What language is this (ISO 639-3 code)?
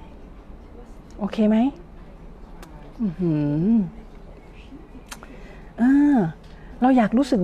tha